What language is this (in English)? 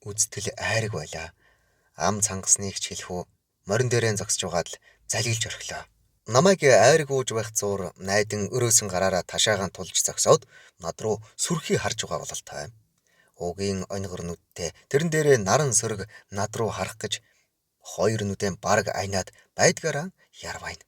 Mongolian